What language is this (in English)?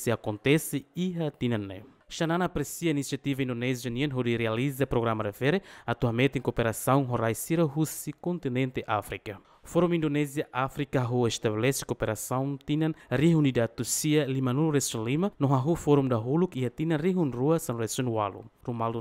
Tetum